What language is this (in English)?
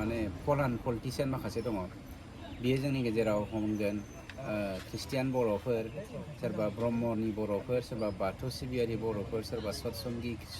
Bodo